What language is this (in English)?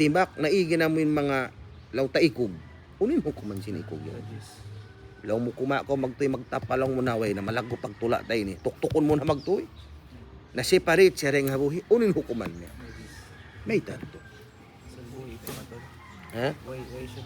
Tausug